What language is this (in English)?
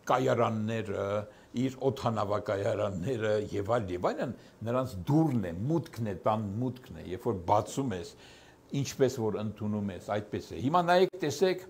Armenian